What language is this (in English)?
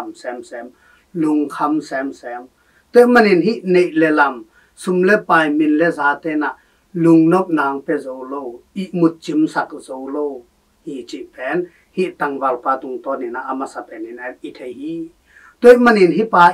Tedim Chin